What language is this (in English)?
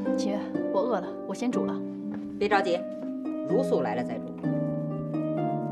Chinese